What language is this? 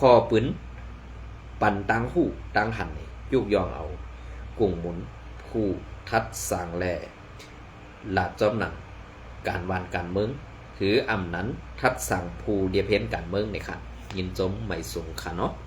Shan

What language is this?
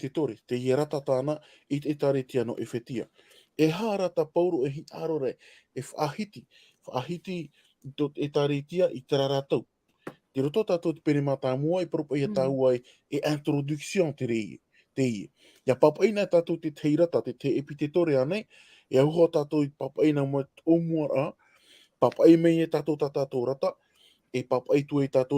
Tahitian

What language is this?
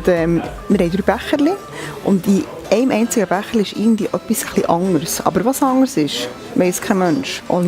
Swiss German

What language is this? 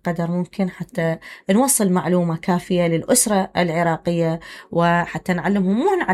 Mesopotamian Arabic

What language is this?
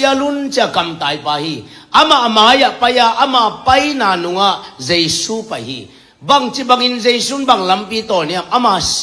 Tedim Chin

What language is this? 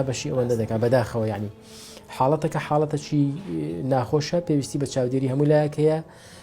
Central Kurdish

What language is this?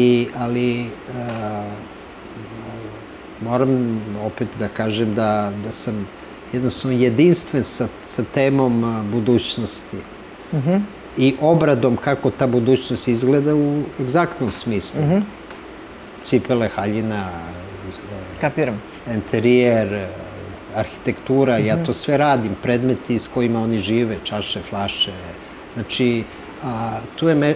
Serbian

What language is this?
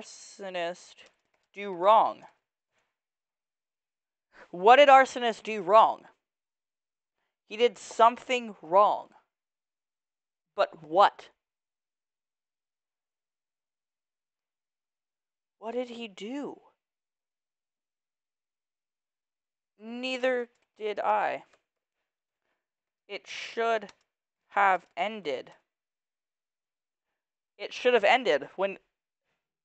English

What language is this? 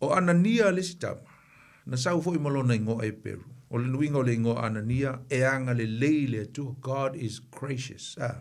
Samoan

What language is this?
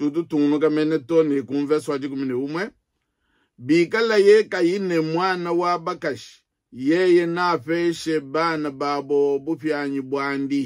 Luba-Lulua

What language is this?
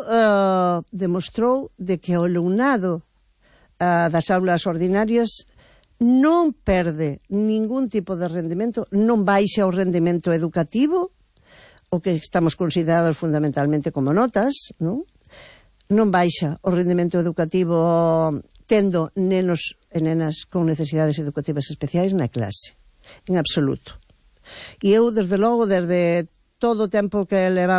Galician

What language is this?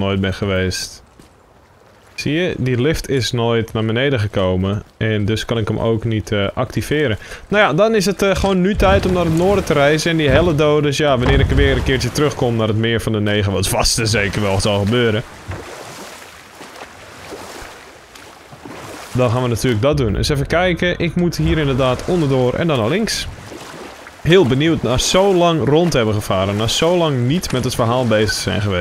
Dutch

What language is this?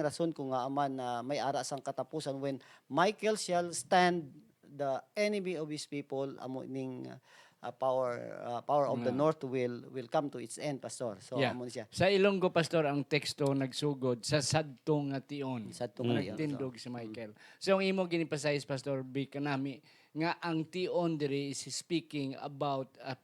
Hiligaynon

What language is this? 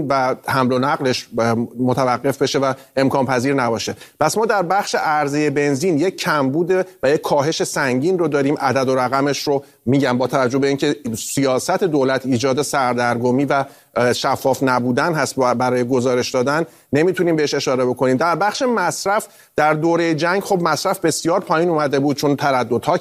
Persian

